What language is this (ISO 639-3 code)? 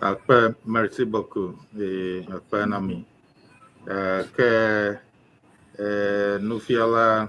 ewe